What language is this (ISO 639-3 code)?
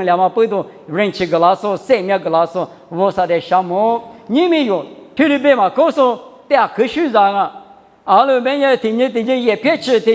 lis